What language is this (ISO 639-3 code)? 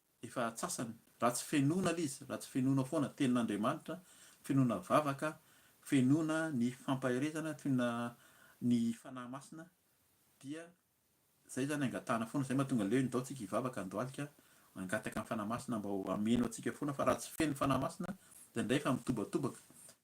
mlg